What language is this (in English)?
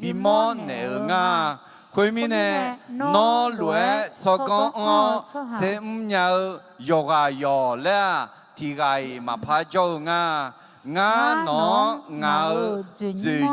Akha